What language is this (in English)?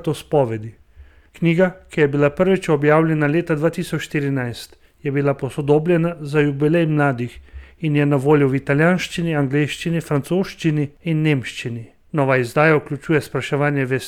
Slovenian